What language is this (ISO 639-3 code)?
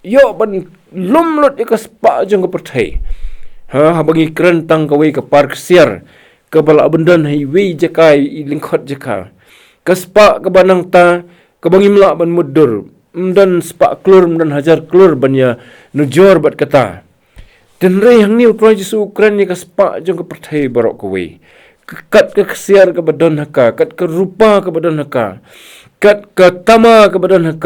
kha